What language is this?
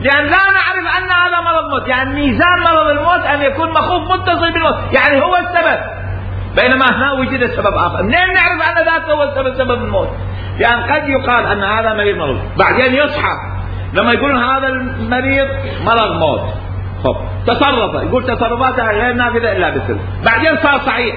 Mesopotamian Arabic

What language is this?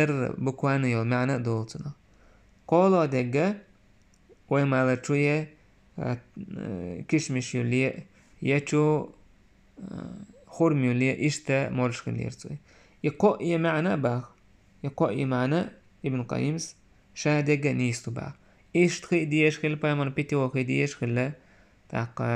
Chechen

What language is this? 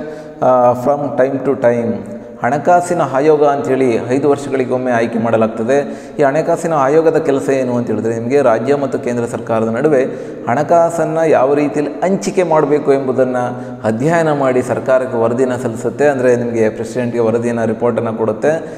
Kannada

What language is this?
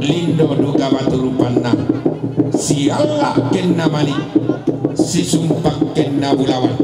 Toraja-Sa'dan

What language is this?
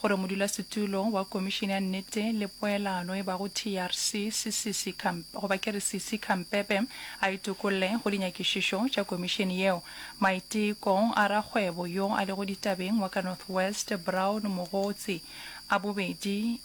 Northern Sotho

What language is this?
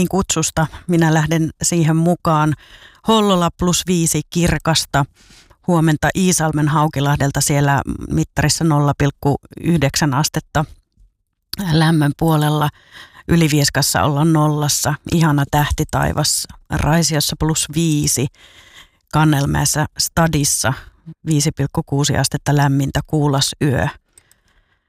Finnish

